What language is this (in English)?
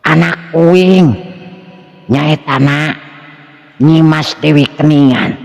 Sundanese